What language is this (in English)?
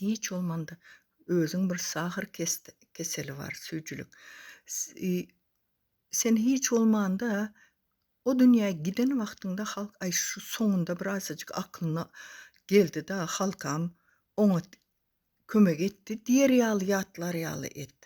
Turkmen